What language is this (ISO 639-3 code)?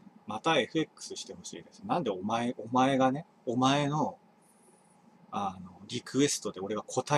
jpn